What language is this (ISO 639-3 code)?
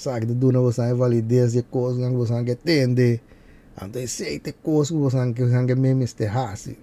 pap